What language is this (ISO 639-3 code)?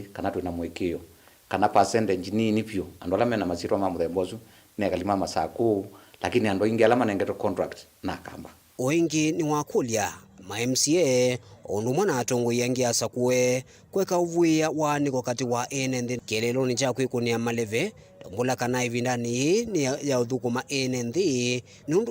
kam